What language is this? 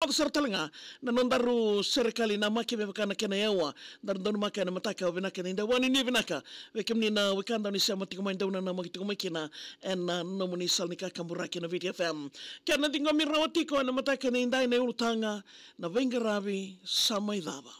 Fijian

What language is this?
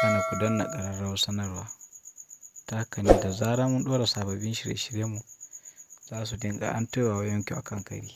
Hausa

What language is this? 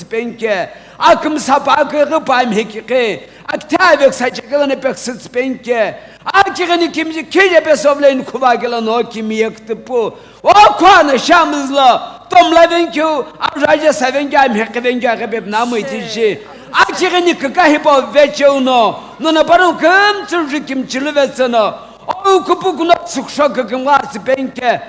Sumi Naga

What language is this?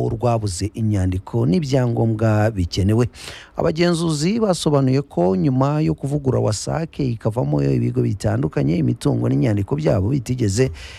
Kinyarwanda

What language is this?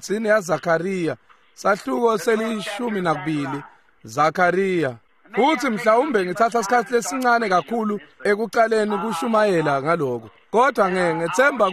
Swati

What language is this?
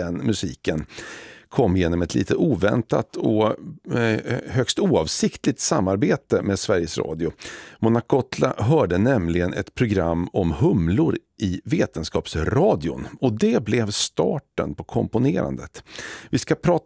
Swedish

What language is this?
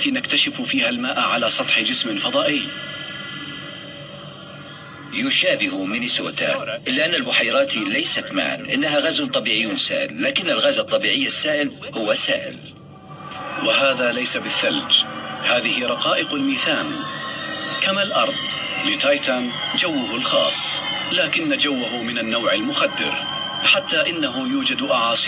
Arabic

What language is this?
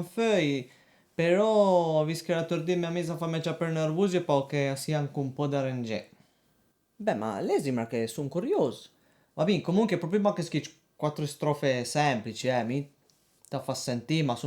Piedmontese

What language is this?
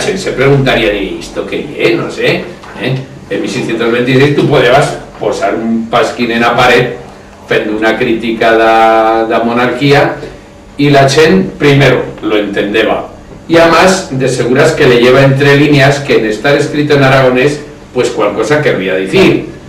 Aragonese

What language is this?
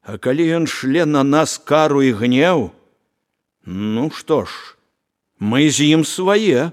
Belarusian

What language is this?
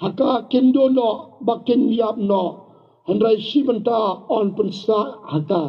Khasi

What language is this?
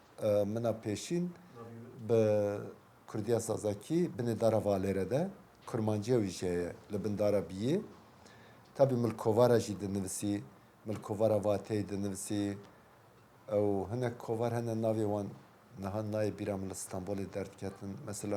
Kurdish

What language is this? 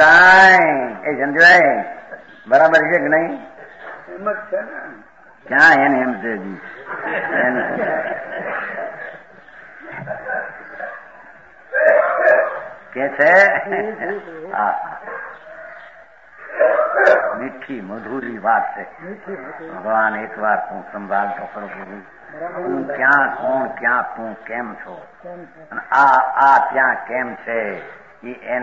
Gujarati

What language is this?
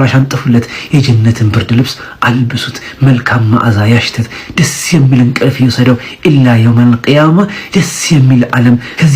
Amharic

